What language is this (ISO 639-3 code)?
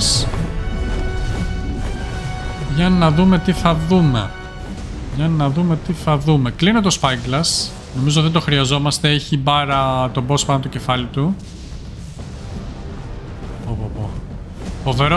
ell